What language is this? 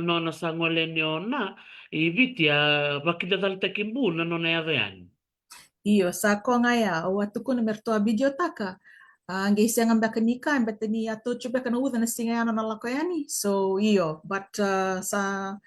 Fijian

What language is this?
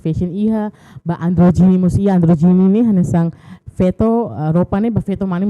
Tetum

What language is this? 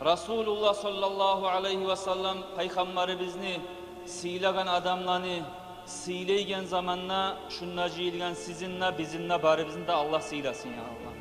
Kumyk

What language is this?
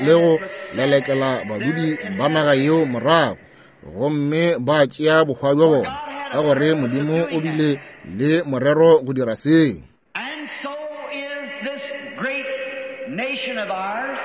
Northern Sotho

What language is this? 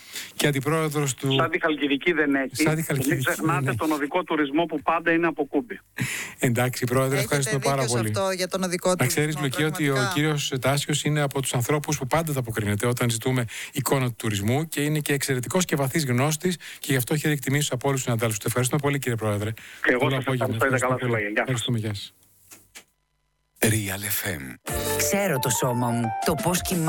Greek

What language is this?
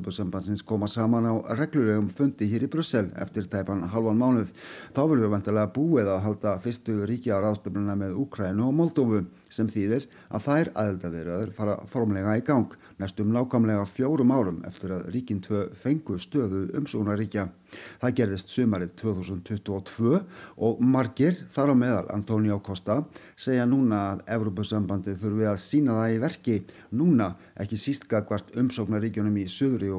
Icelandic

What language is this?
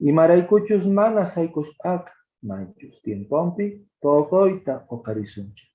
Quechua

